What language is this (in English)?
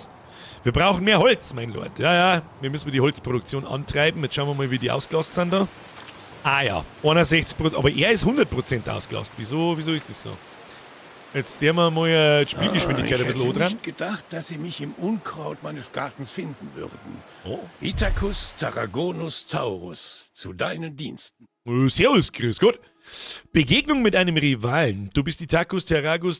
Bavarian